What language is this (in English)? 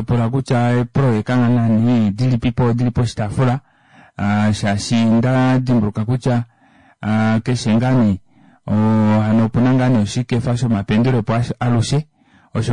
Kuanyama